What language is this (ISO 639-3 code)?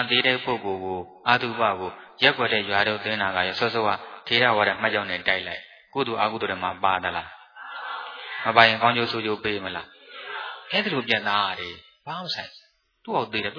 mya